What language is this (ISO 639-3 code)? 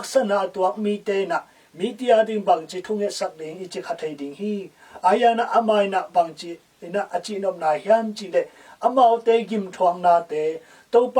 ctd